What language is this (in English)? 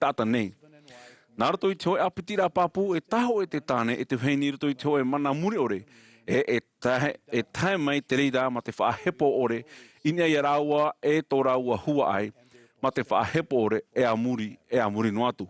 Tahitian